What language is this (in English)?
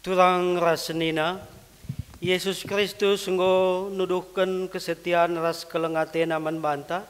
Batak Karo